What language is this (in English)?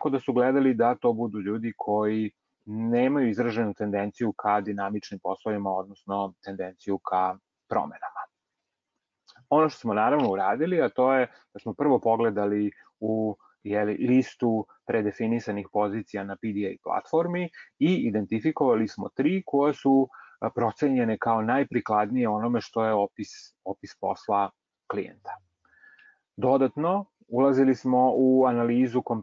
Serbian